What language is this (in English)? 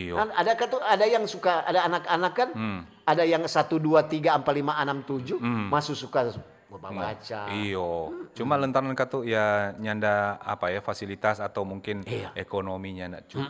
Manado Malay